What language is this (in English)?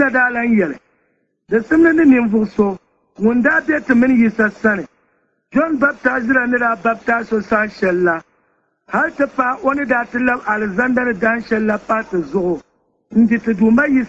Dagbani